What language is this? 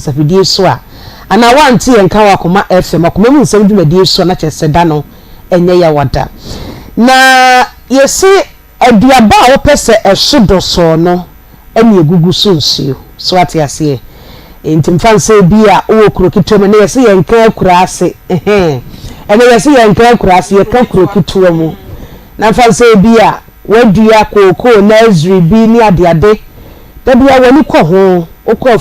Akan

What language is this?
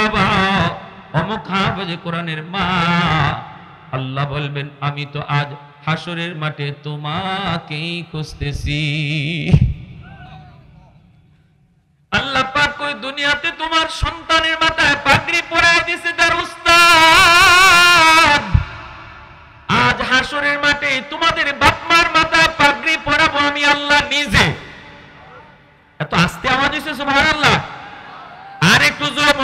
Bangla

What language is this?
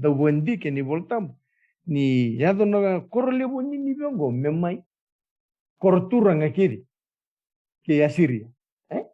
Fijian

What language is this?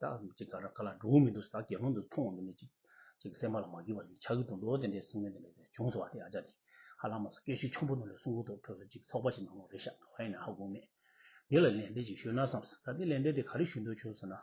Tibetan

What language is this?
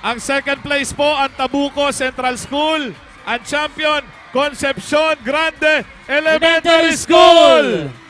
Bikol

